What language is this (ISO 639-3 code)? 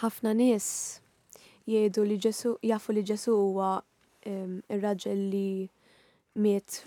mlt